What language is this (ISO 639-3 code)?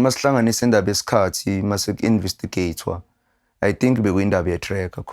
zul